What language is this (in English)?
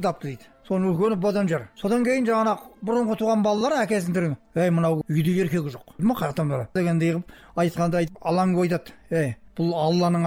Kazakh